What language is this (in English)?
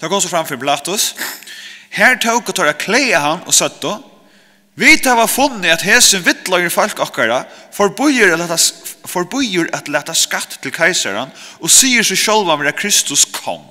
Faroese